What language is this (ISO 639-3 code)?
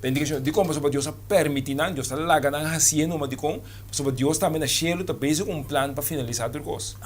pap